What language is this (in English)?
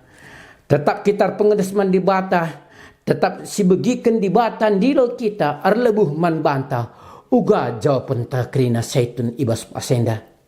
Batak Karo